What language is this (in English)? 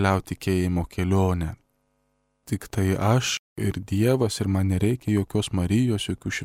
Lithuanian